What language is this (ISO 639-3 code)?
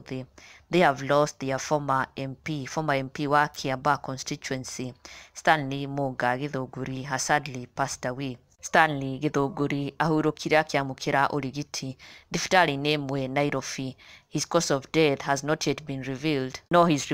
kik